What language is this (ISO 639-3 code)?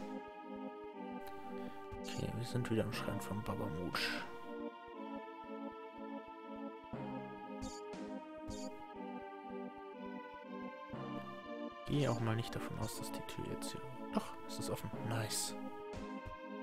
deu